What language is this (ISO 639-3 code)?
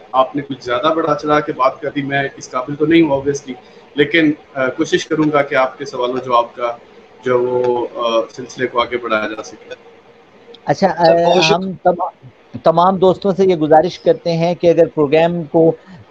urd